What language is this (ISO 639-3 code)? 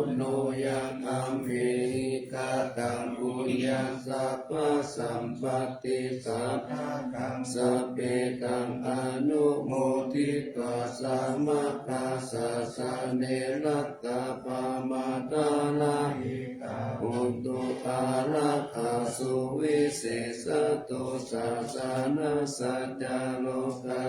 pli